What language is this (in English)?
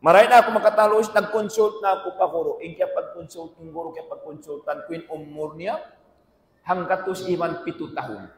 Tausug